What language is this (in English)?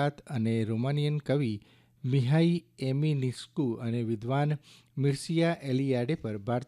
Gujarati